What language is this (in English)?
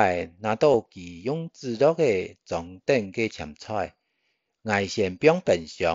Hakka Chinese